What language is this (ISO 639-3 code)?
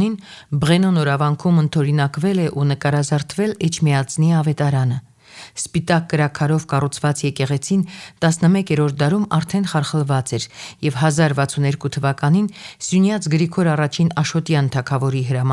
hye